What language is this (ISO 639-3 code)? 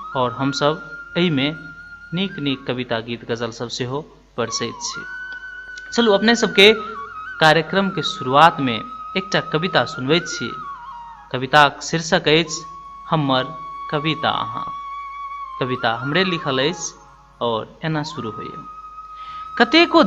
mai